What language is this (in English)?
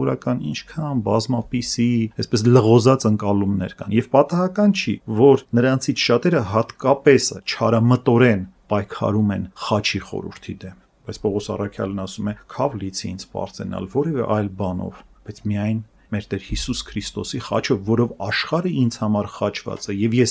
Armenian